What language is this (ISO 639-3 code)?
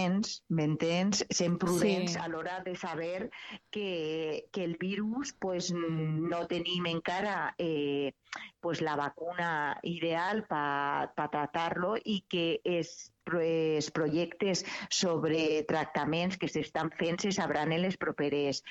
cat